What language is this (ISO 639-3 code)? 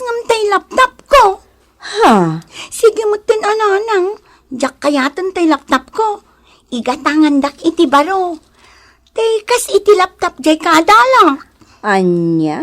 ilo